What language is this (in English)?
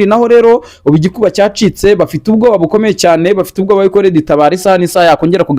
Kinyarwanda